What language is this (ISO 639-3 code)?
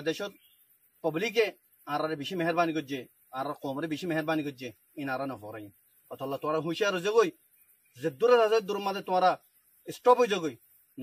rhg